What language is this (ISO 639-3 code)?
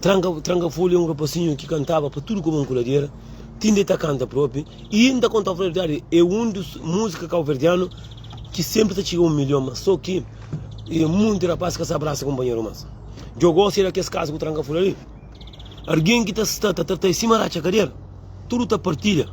kea